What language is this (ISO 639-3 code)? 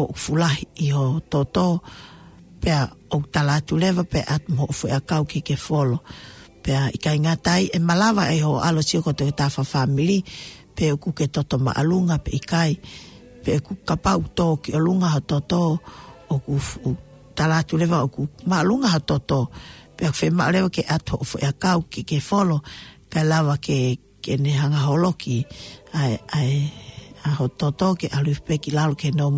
ton